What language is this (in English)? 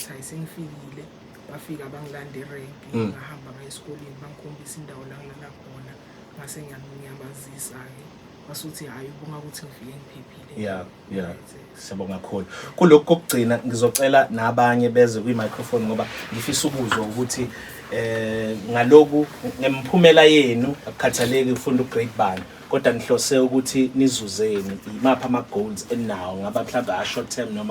Zulu